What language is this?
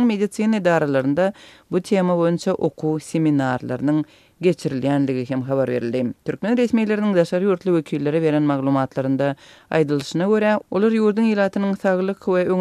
Turkmen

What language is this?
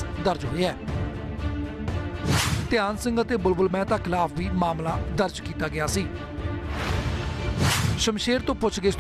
Punjabi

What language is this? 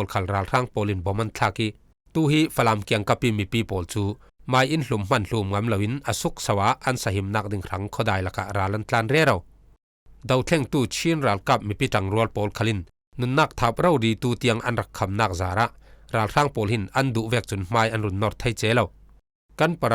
Falam Chin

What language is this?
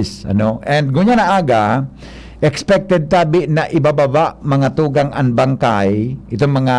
Bikol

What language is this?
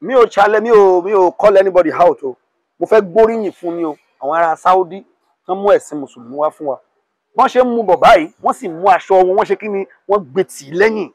Yoruba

